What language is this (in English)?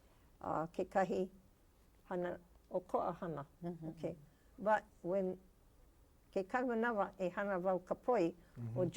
Hawaiian